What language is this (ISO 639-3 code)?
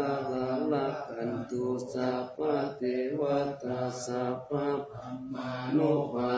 pli